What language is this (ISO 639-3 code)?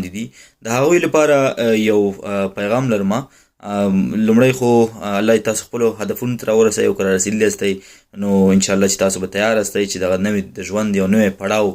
pus